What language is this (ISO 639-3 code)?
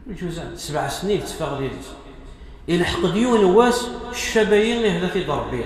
kab